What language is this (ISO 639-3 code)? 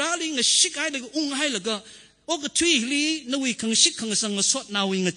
nmf